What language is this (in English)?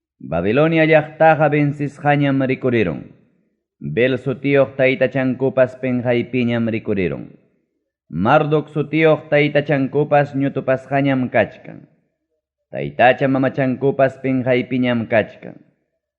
Ayacucho Quechua